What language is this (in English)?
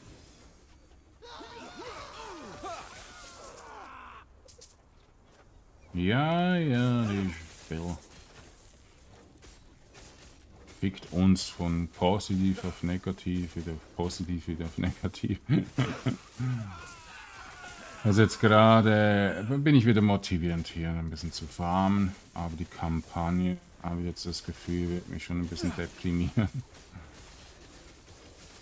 German